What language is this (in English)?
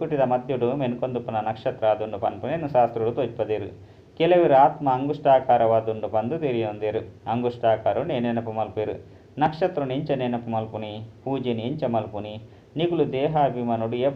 Tulu